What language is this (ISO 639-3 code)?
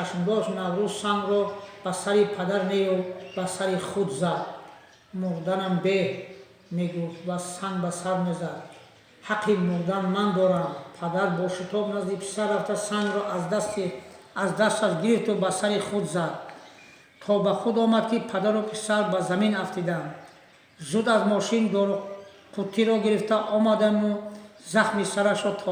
tgk